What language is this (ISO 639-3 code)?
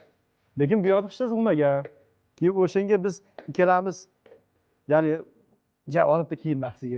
uzb